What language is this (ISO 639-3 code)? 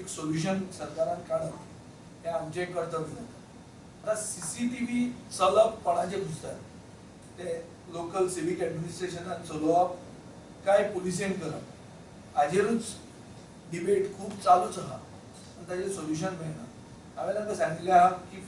kok